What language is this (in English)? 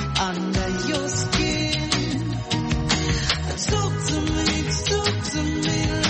Portuguese